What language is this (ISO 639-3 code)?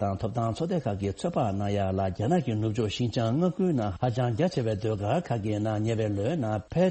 bod